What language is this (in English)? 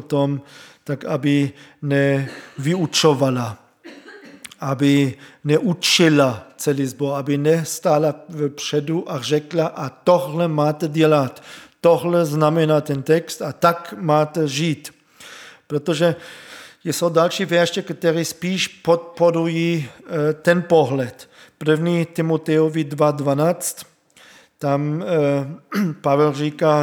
Czech